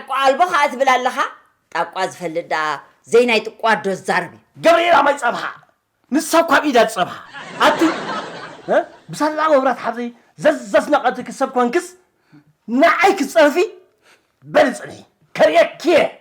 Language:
Tigrinya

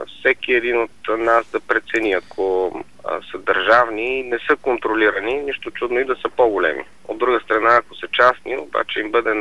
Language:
Bulgarian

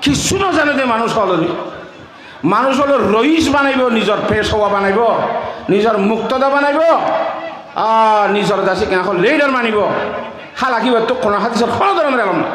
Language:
Rohingya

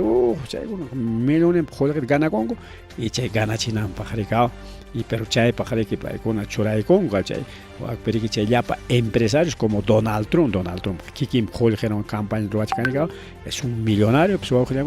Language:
Ayacucho Quechua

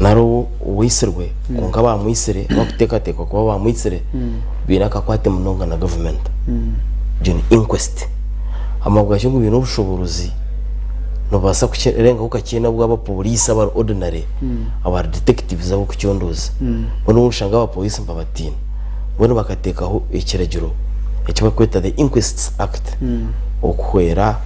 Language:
Nyankole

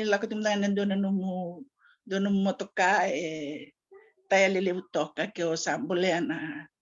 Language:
Fijian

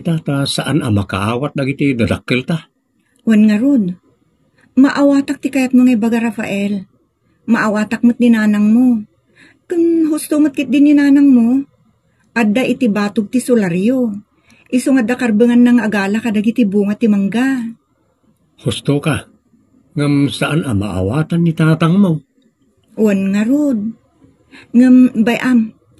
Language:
Iloko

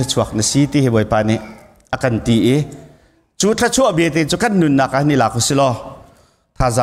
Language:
Hakha Chin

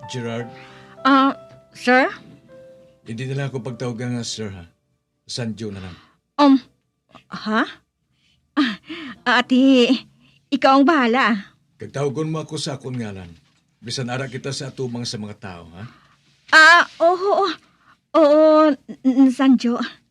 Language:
Hiligaynon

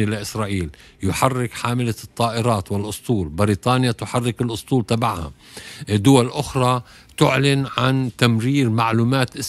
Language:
Tunisian Arabic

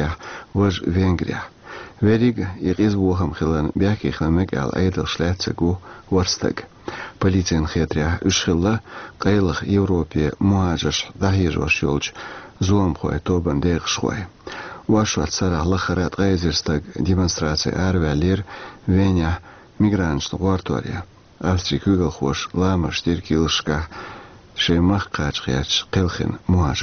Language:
Chechen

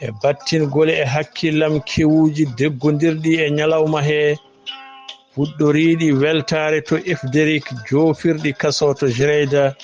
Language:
Fula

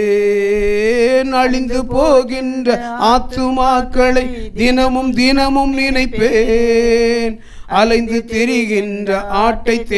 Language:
Tamil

